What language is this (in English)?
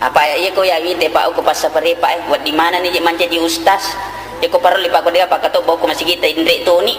Buginese